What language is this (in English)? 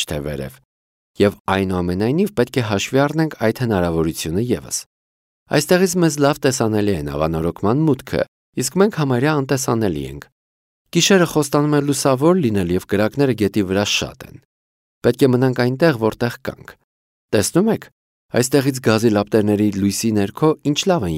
Armenian